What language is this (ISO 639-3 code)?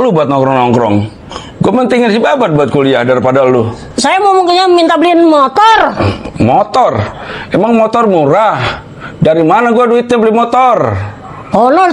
bew